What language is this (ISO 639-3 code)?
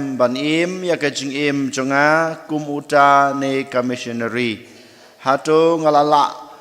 kha